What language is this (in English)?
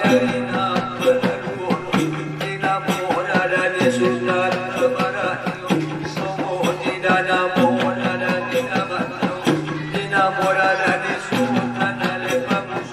Batak Angkola